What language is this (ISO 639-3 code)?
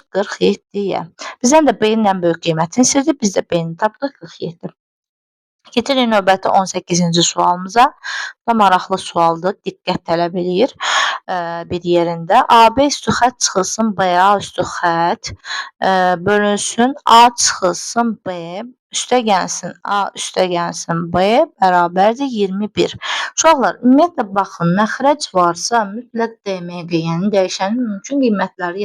aze